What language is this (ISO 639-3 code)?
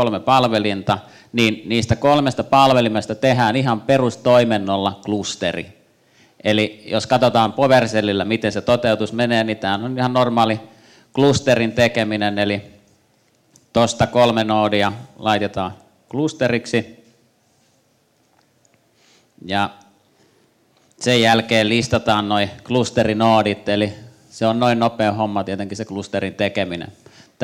fin